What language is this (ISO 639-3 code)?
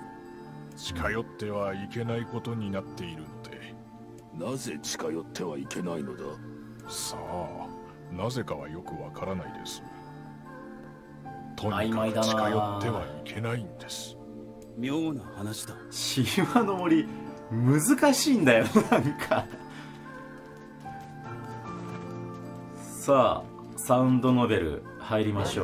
jpn